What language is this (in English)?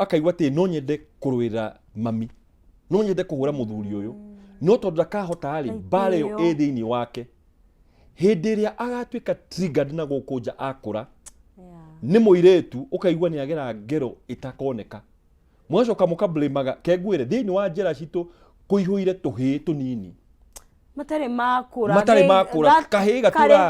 Kikuyu